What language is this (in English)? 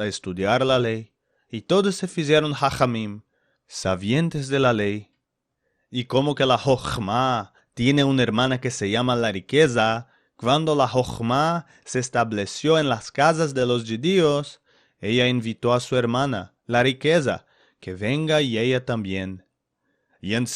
Ladino